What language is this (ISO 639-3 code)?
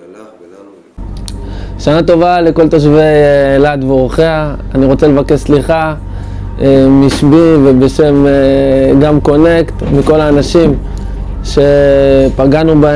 heb